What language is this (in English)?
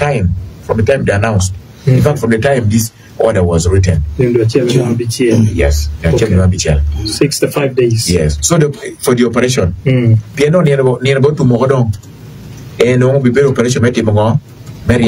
Acoli